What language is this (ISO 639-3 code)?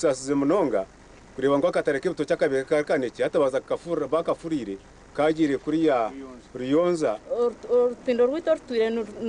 nyn